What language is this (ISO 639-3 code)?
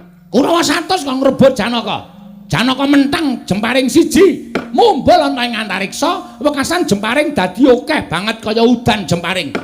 jav